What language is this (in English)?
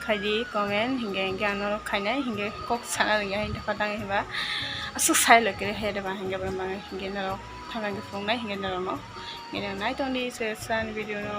Kok Borok